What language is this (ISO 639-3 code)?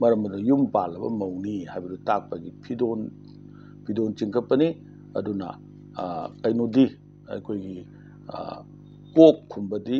mni